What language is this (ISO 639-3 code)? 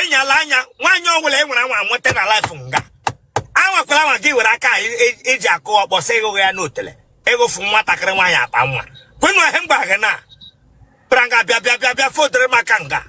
ibo